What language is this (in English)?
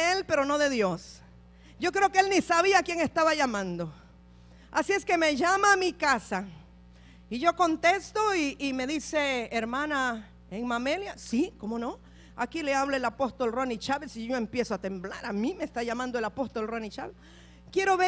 Spanish